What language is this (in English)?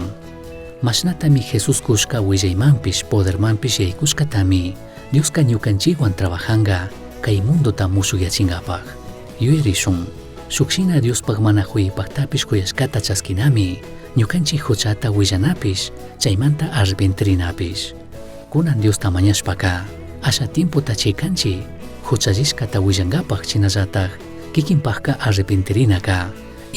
Chimborazo Highland Quichua